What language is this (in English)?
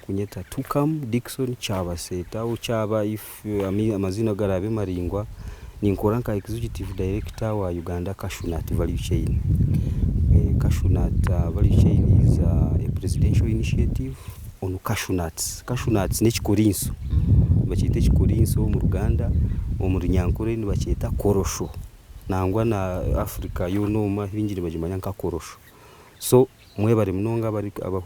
Nyankole